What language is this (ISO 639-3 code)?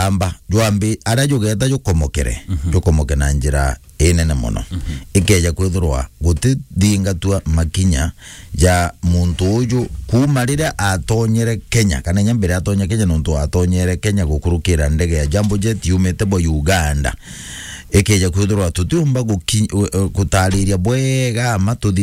mer